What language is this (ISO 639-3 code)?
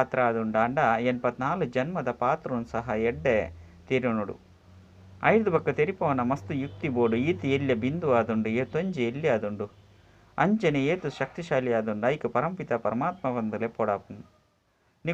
tcy